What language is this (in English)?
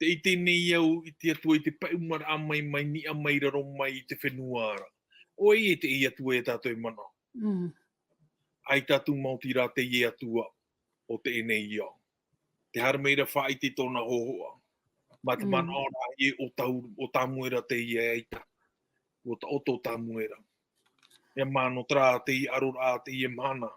Tahitian